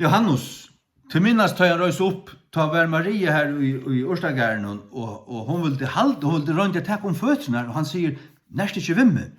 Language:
Faroese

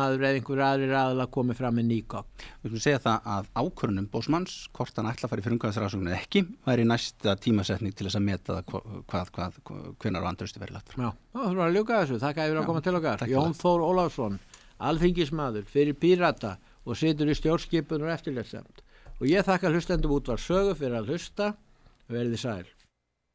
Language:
Icelandic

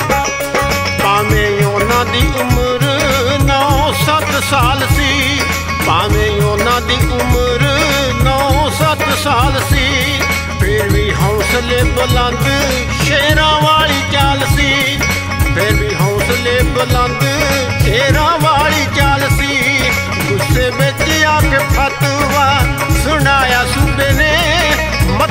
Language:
Punjabi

